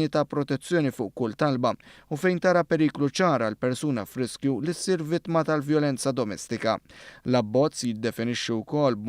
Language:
Maltese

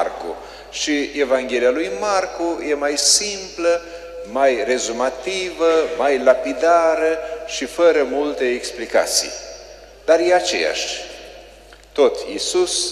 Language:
Romanian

